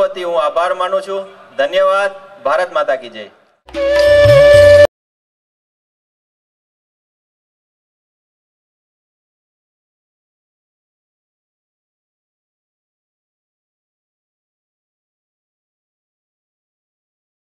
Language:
Gujarati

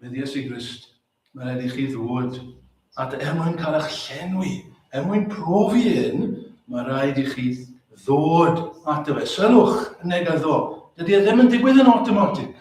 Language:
Welsh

